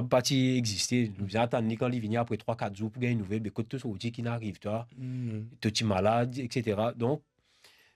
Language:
Morisyen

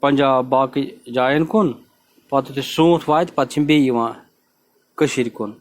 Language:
Kashmiri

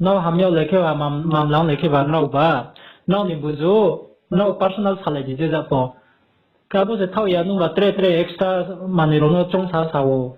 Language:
Riang (India)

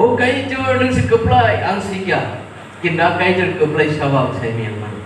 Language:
Kok Borok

